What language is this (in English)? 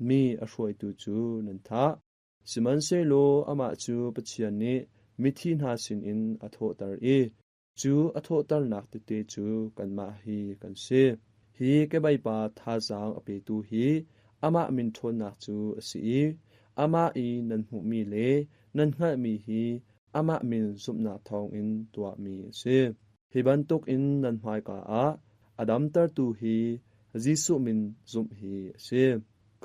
Hakha Chin